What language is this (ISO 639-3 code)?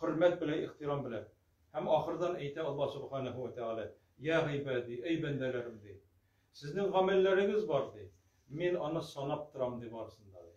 tat